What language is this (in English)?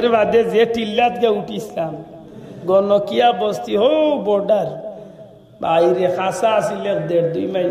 Sylheti